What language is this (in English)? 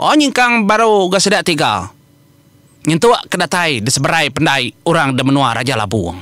Iban